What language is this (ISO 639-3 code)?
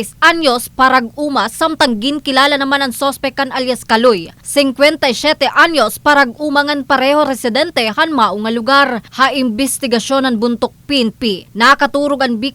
war